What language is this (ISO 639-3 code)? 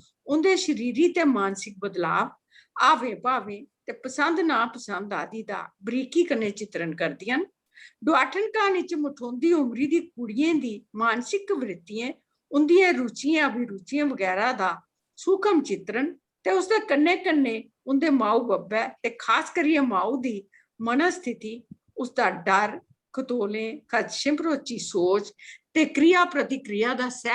doi